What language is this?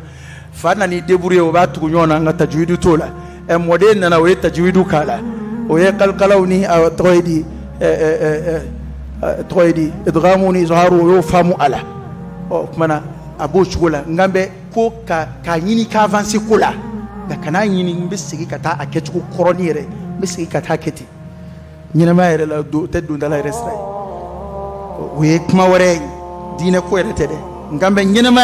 Bambara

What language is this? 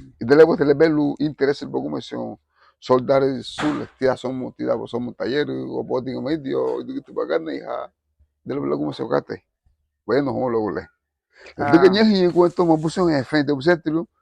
Garifuna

